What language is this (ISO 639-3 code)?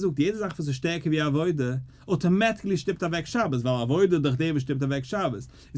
yid